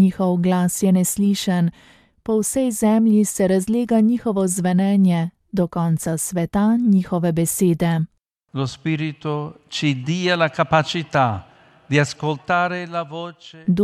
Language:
Slovenian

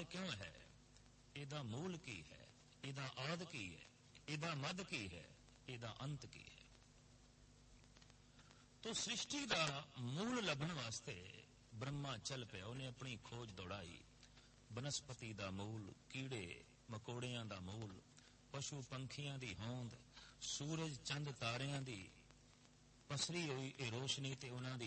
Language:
Punjabi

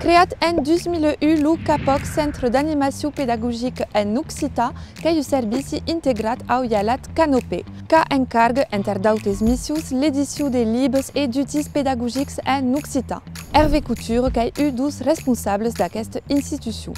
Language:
Occitan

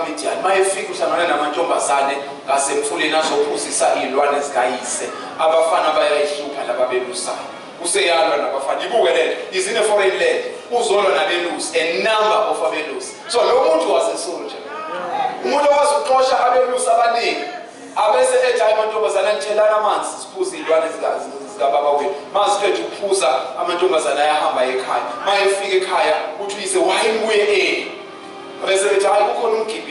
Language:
Zulu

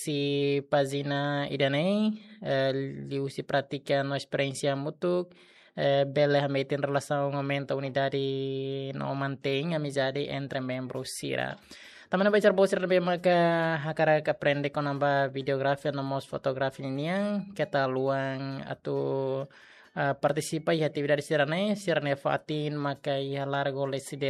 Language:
Tetum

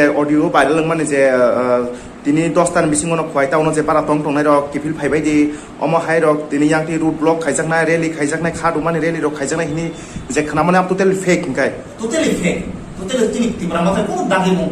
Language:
Kok Borok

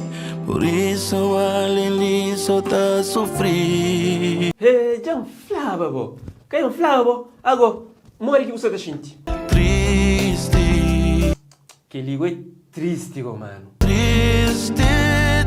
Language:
Kabuverdianu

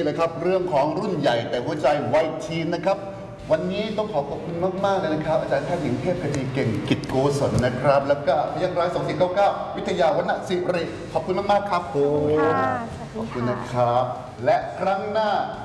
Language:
Thai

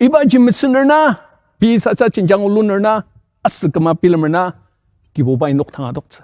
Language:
Ao Naga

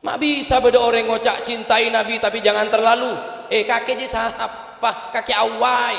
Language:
Madurese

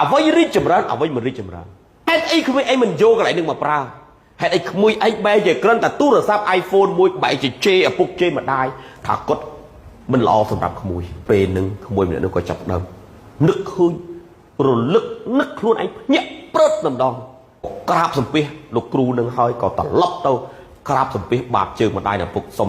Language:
Khmer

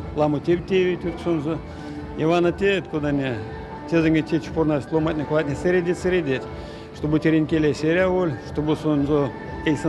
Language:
Erzya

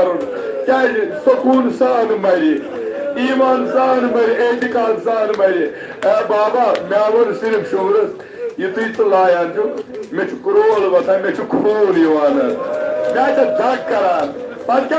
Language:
Kashmiri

